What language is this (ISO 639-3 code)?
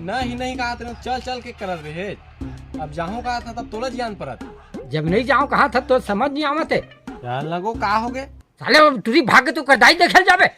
hne